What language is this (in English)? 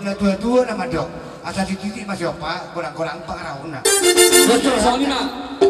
Batak Toba